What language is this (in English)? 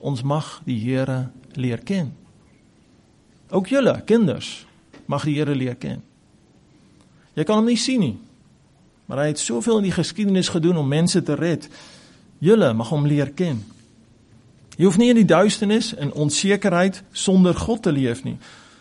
Afrikaans